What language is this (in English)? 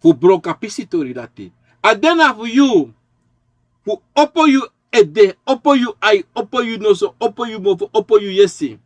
Sranan Tongo